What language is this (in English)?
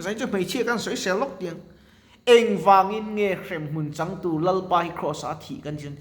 Mizo